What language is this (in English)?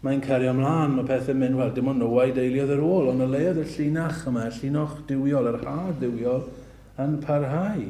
Welsh